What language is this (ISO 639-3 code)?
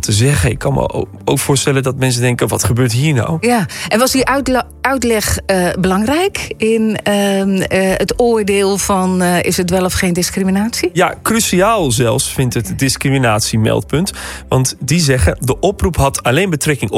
nld